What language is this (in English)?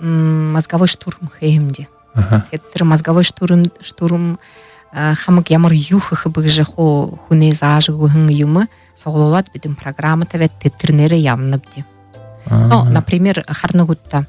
Buriat